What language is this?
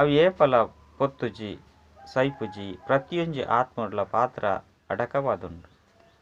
Tulu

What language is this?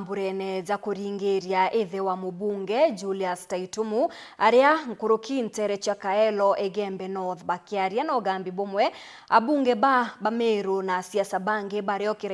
Meru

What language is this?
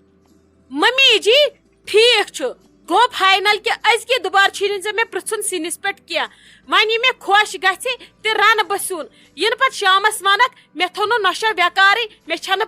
Kashmiri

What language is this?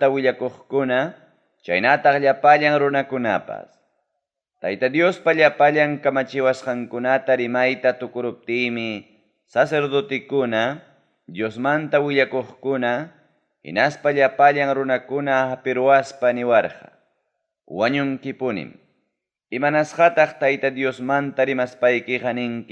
Ayacucho Quechua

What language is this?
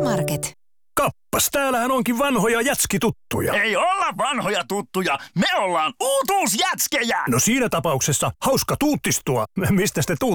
Finnish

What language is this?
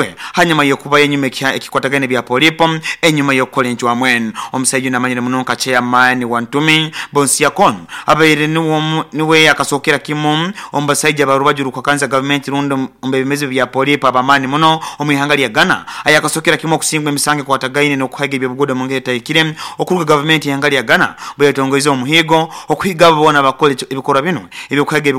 Nyoro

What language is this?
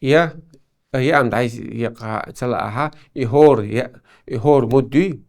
Chechen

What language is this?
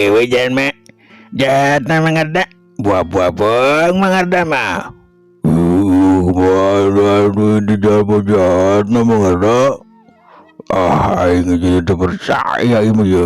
Sundanese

